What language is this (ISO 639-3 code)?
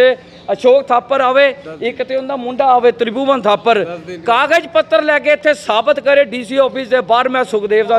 pan